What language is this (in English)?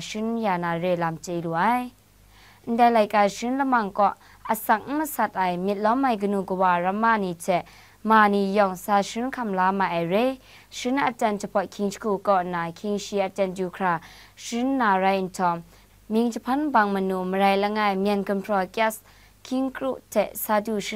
Kachin